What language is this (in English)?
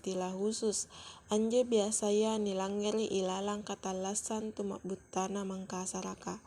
Makasar